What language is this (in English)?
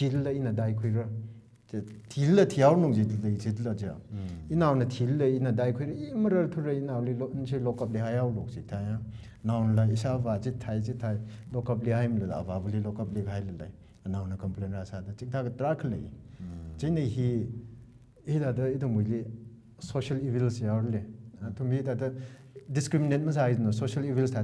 Tangkhul Naga (India)